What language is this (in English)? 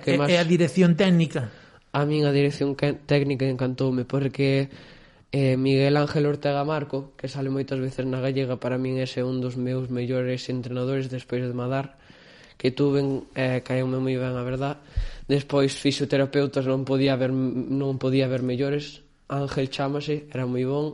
Galician